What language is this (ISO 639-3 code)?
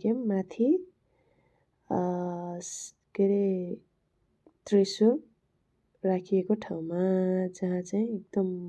nep